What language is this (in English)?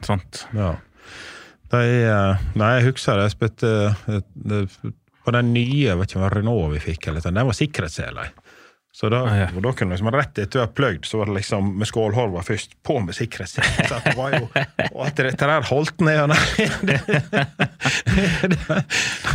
Norwegian